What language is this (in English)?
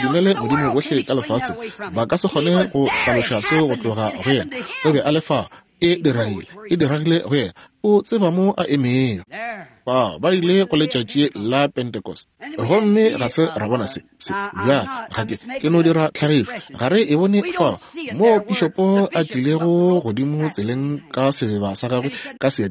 Northern Sotho